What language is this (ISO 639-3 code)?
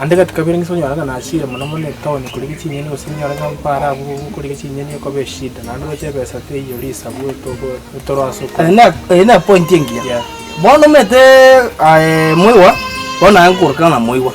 guz